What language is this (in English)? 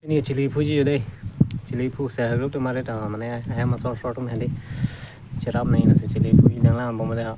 Karbi